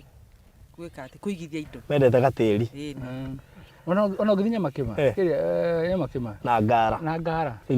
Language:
Kikuyu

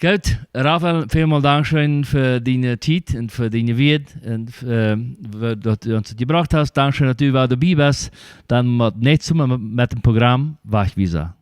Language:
Plautdietsch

